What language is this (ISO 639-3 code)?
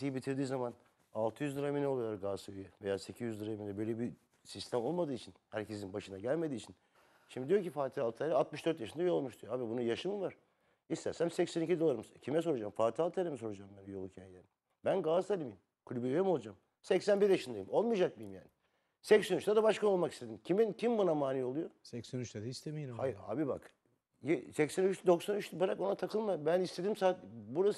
tur